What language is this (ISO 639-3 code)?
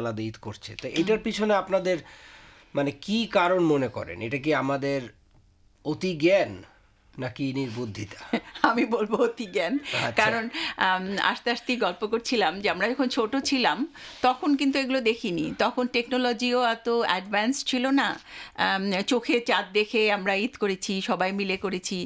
ben